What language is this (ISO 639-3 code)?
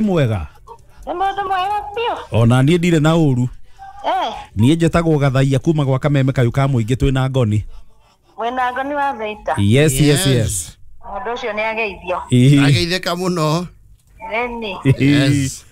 kik